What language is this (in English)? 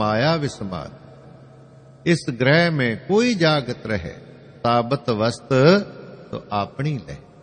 Punjabi